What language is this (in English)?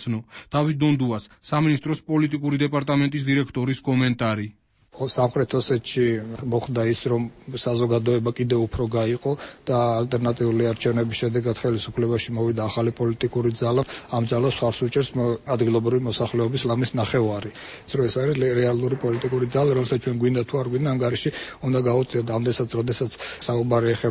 Georgian